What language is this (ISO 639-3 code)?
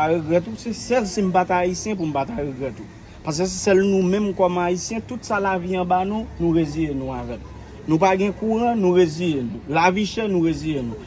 hat